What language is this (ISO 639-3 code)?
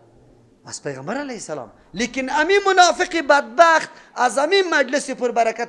fas